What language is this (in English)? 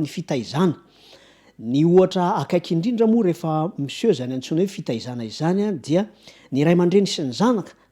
Malagasy